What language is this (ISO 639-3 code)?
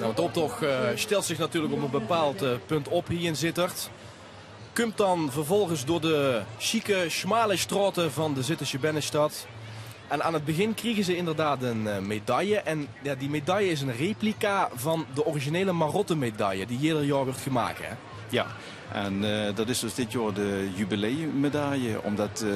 lim